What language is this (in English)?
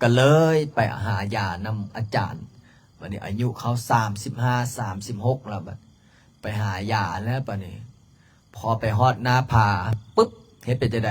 Lao